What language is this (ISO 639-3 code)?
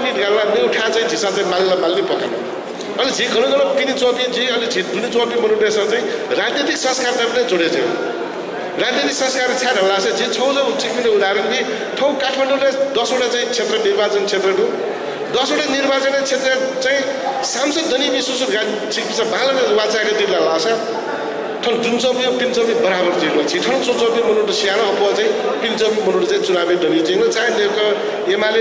new